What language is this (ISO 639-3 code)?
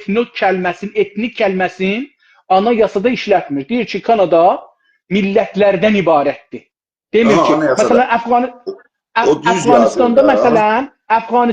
azb